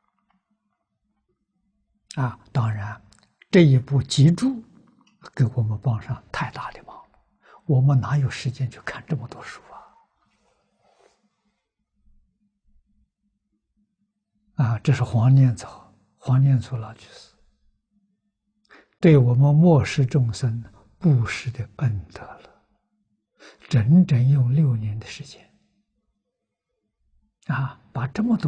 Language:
Chinese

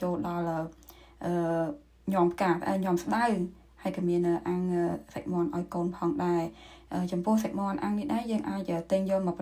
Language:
Khmer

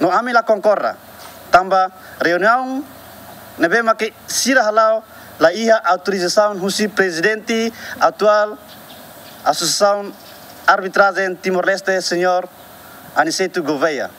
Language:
Tetum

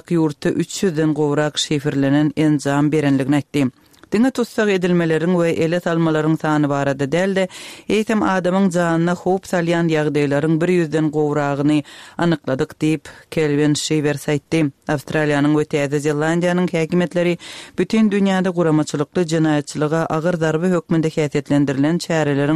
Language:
Turkmen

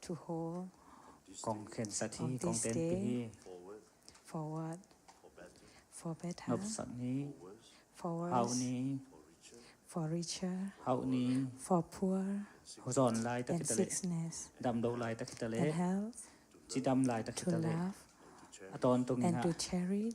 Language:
Tedim Chin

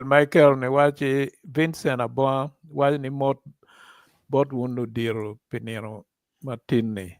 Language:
Acoli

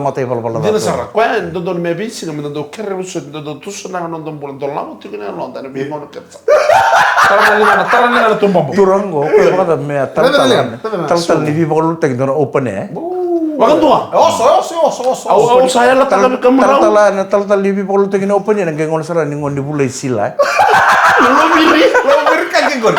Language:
Fijian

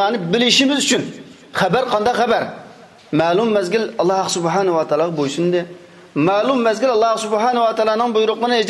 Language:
Uyghur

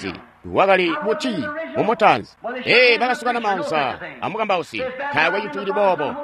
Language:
Tonga (Zambia)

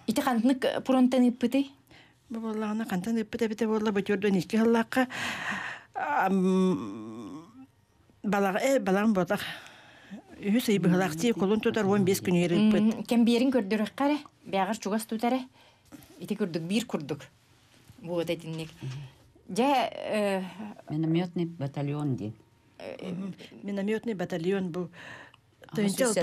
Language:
Yakut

